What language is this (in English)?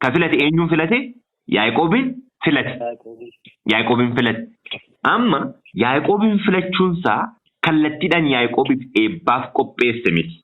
Oromo